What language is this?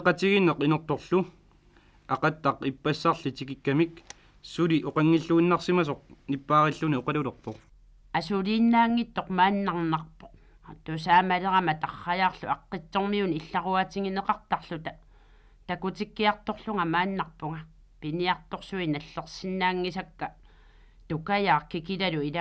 Kalaallisut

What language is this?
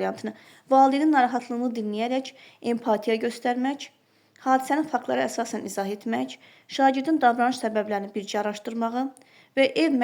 Azerbaijani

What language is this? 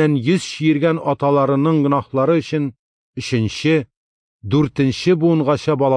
Tatar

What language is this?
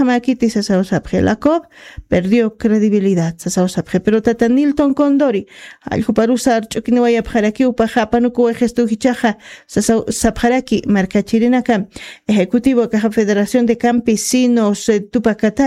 Aymara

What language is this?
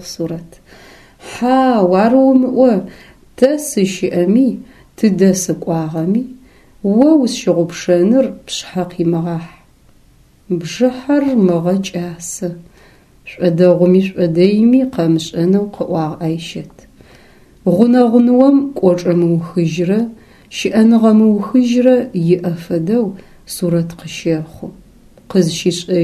Adyghe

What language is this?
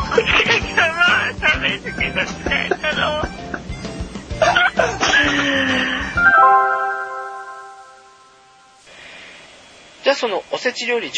Japanese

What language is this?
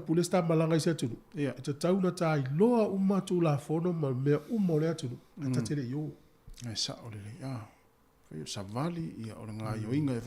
Samoan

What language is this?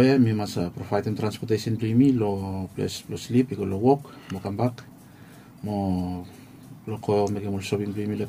Bislama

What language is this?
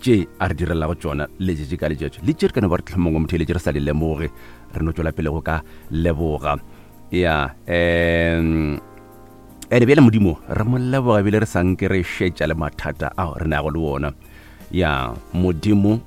Northern Sotho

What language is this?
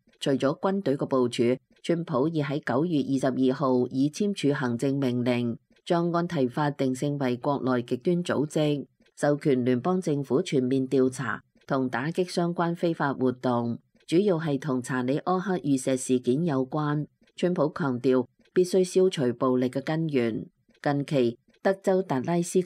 Cantonese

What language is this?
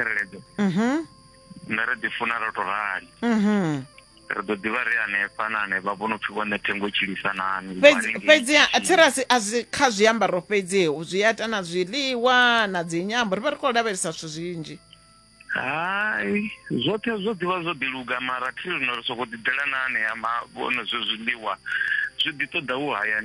Venda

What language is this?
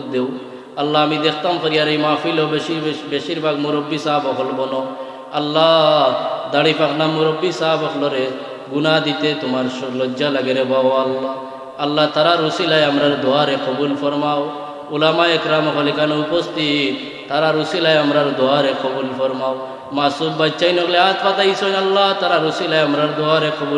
Sylheti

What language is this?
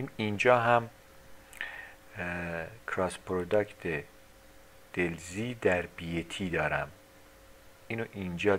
Persian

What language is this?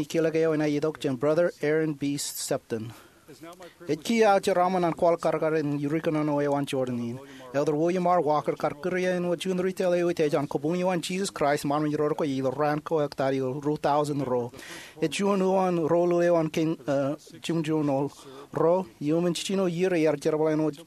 Marshallese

